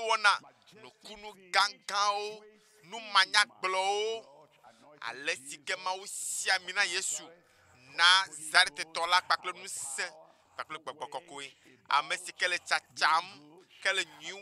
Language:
Ewe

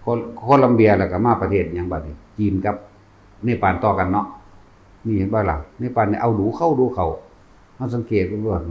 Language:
Northeastern Thai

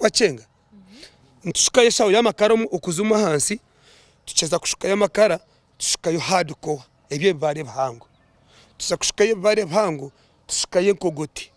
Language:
Nyankole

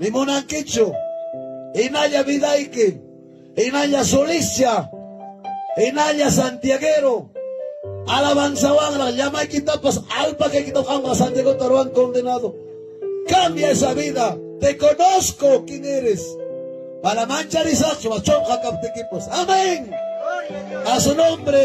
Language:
Ayacucho Quechua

